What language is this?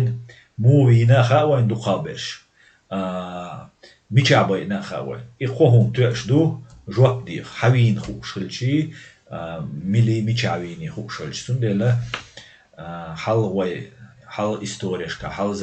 Chechen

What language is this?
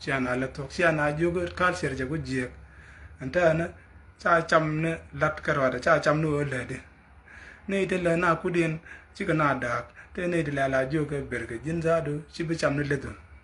Nuer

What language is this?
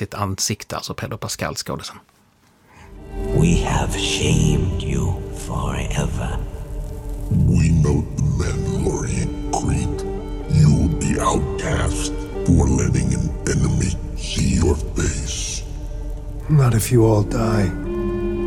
Swedish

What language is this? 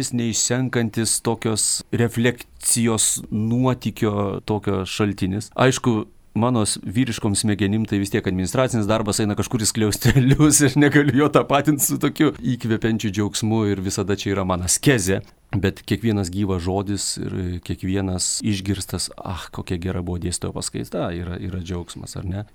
Lithuanian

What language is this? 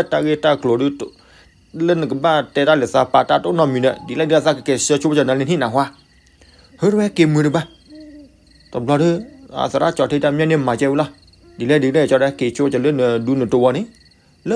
S'gaw Karen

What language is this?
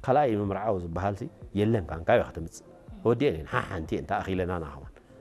Tigrinya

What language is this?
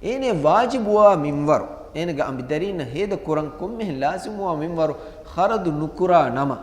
Divehi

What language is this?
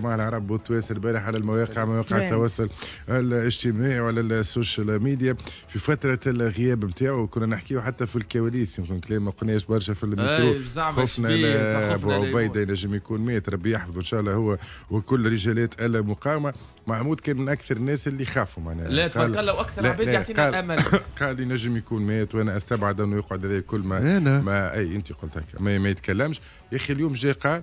Tunisian Arabic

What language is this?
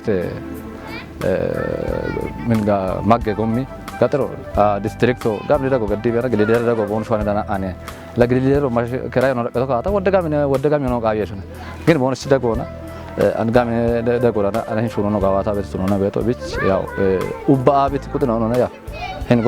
Kafa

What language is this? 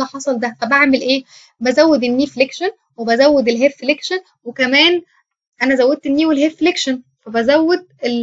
Egyptian Arabic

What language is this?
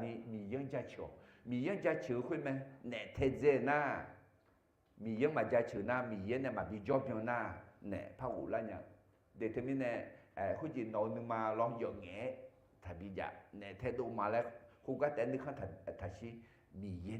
Akha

